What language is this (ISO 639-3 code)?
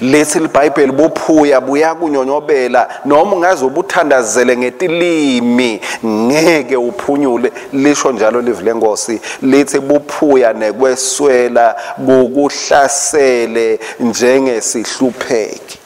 ssw